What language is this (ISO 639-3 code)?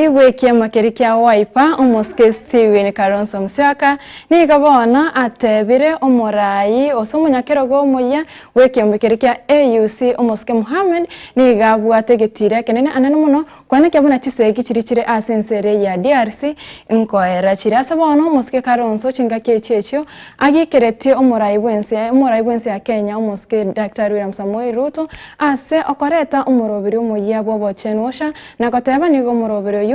guz